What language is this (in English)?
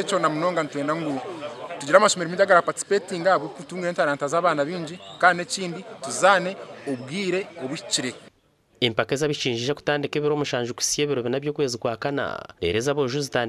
Nyankole